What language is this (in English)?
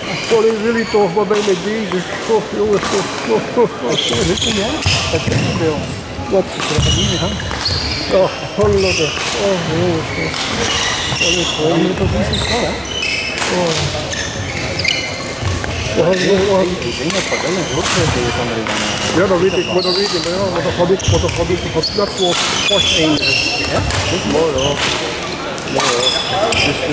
Dutch